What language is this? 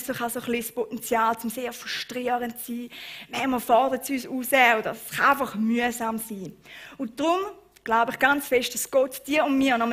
Swiss German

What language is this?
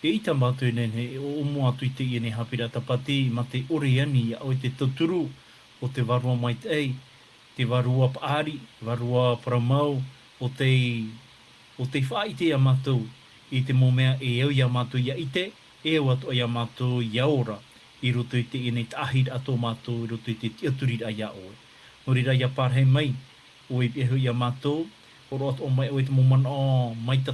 Tahitian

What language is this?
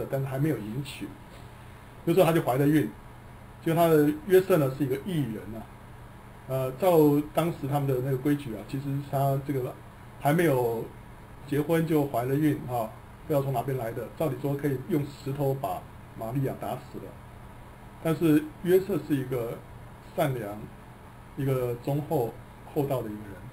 Chinese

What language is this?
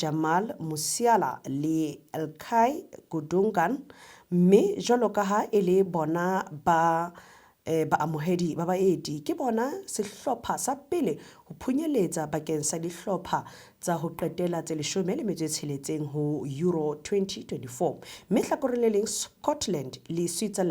Southern Sotho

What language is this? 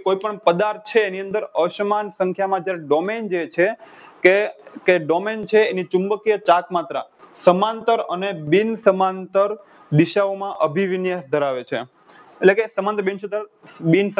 Gujarati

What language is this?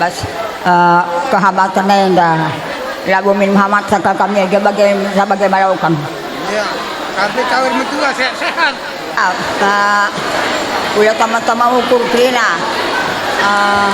Batak Karo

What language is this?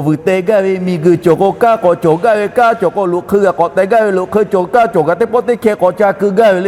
Lahu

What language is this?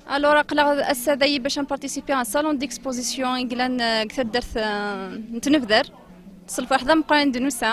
Kabyle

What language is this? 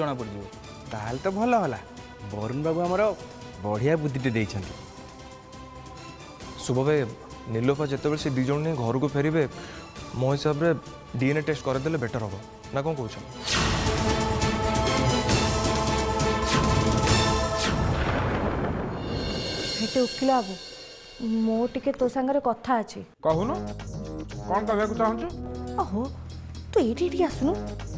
Odia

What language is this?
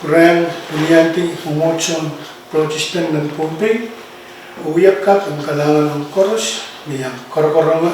Pohnpeian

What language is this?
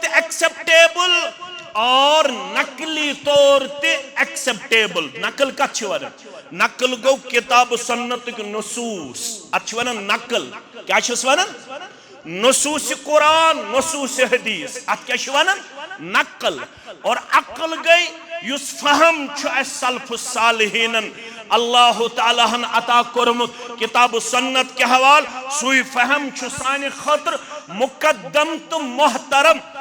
Kashmiri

